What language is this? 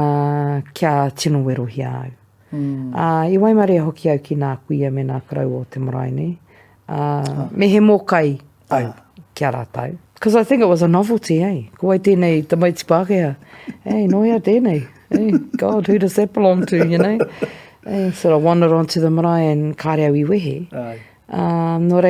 Māori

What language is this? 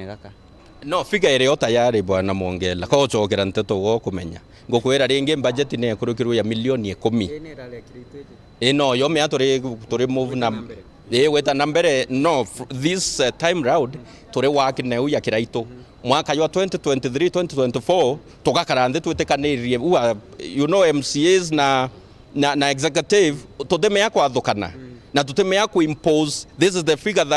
Meru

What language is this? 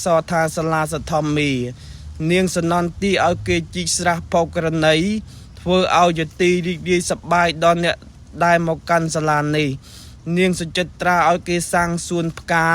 Khmer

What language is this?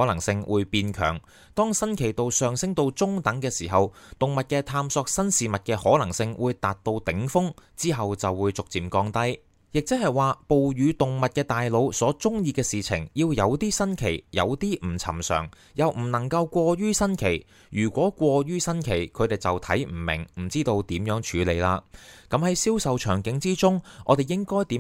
Cantonese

